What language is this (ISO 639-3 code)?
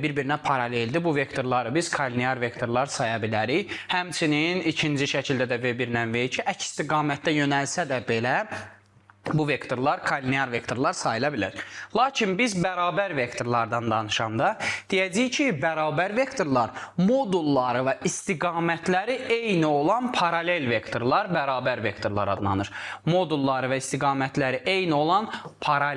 aze